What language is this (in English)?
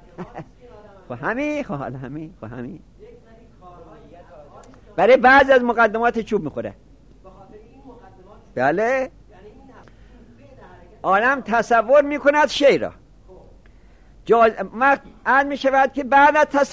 Persian